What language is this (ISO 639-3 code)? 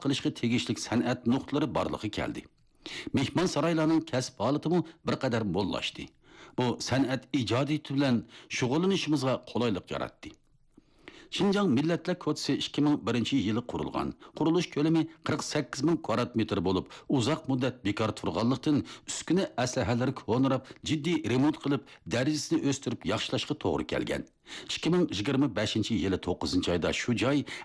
uig